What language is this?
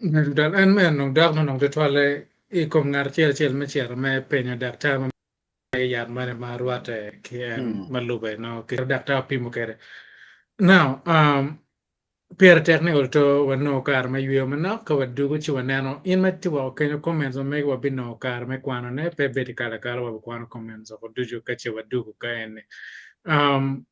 Acoli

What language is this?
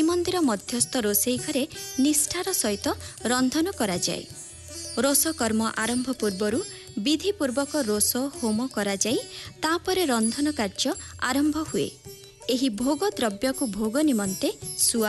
Odia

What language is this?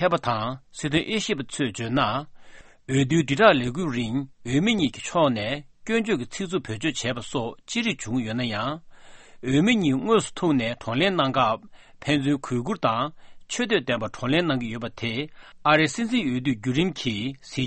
Tibetan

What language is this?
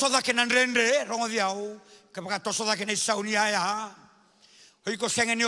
Fijian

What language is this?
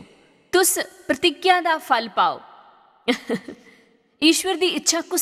Dogri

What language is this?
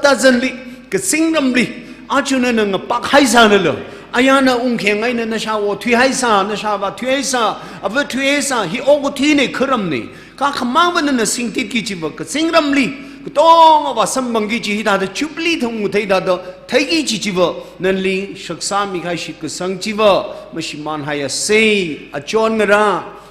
Tangkhul Naga (India)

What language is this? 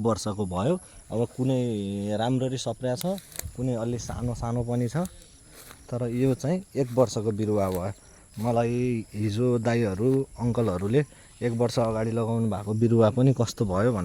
Nepali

